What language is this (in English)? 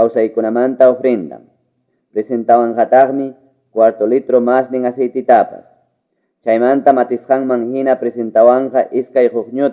Quechua